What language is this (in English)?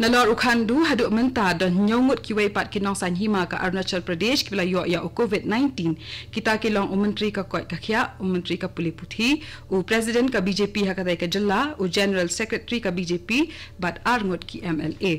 Khasi